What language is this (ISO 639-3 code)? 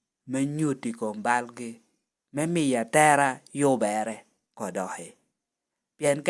laj